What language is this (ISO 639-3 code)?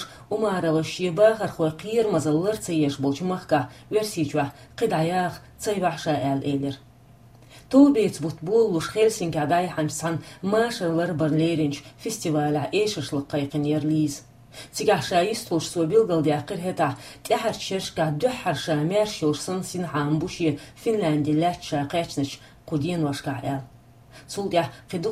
che